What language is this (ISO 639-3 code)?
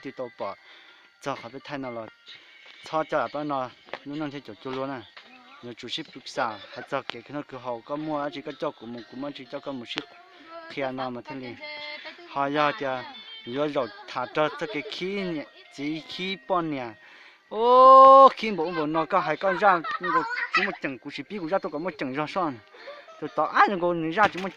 hmn